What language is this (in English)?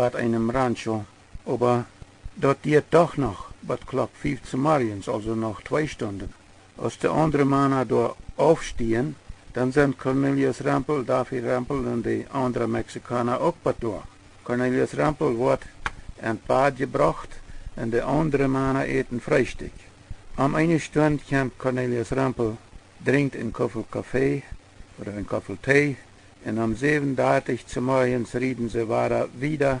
Plautdietsch